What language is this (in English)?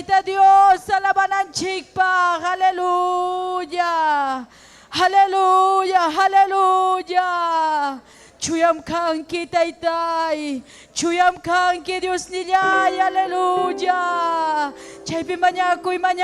Ayacucho Quechua